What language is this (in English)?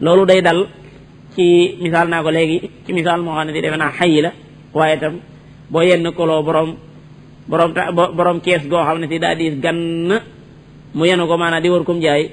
Wolof